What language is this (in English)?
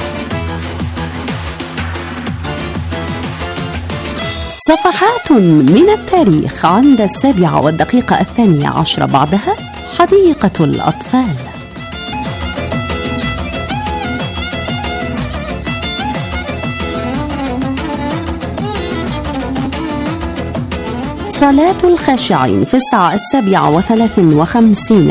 Arabic